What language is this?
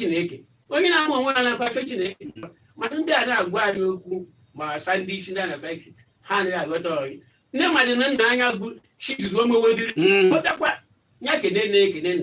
Igbo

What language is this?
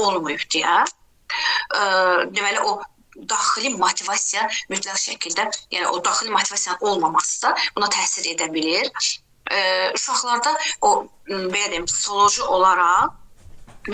Azerbaijani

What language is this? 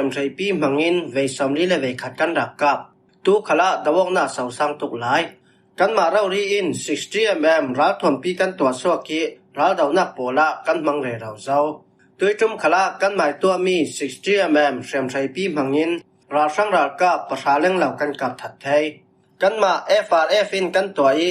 Falam Chin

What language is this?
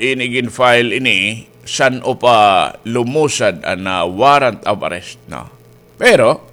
Waray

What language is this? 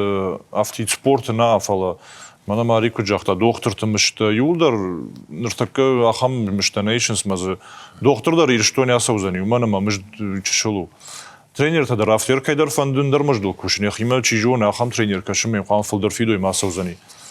Ossetic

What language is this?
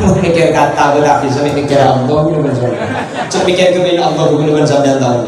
Madurese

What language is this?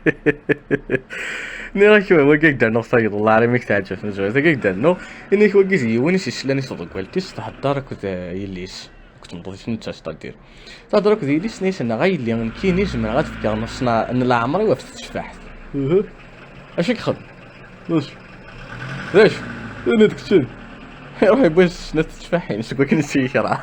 Kabyle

